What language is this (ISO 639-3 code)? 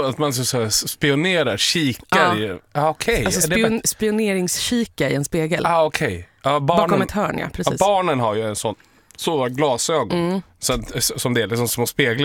swe